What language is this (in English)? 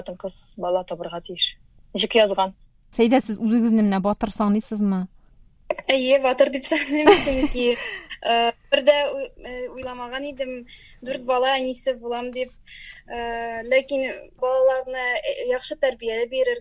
Tatar